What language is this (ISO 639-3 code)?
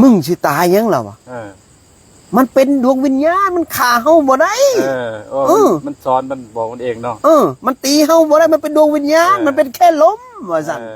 lao